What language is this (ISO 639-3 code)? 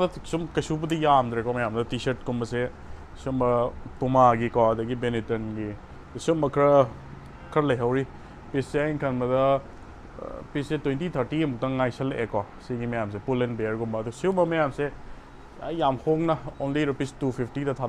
mni